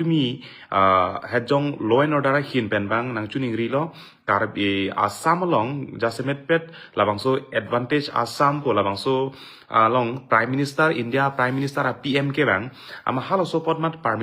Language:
Karbi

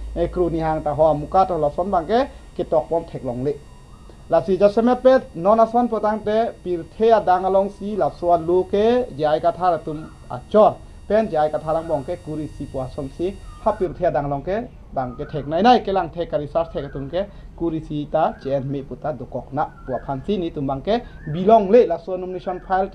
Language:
Karbi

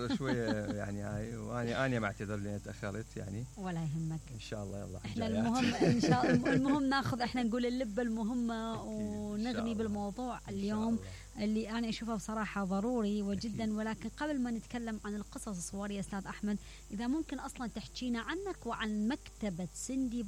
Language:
Mesopotamian Arabic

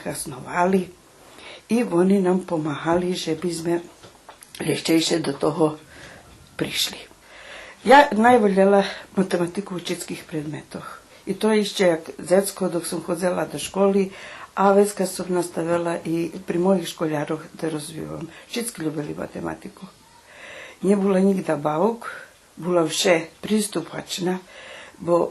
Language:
Rusyn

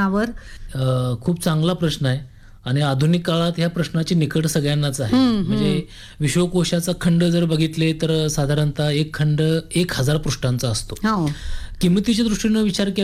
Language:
Marathi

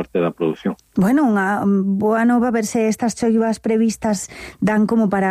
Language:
Galician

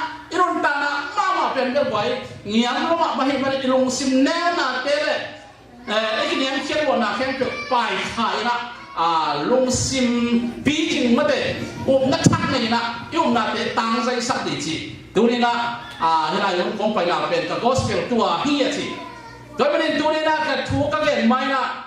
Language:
Tedim Chin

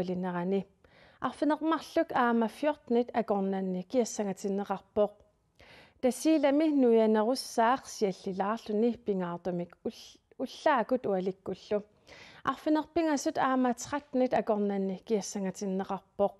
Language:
Kalaallisut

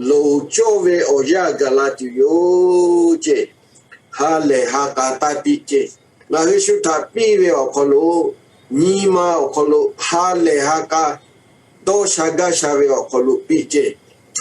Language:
Lahu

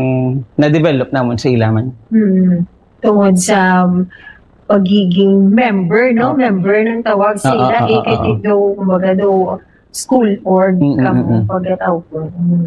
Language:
Hiligaynon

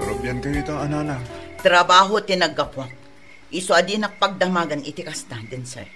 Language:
Iloko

